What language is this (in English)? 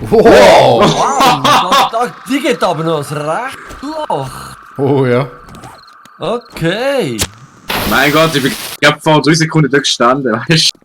Swiss German